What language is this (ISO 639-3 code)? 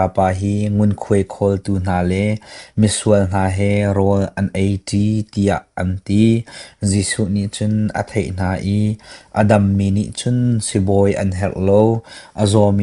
cnh